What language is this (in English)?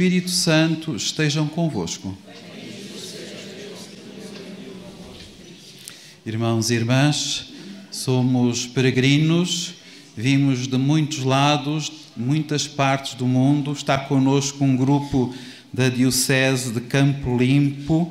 Portuguese